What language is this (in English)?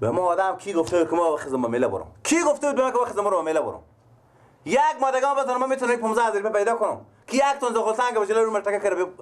Persian